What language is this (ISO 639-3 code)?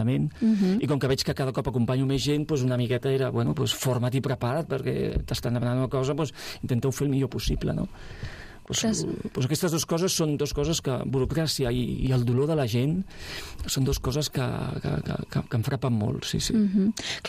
cat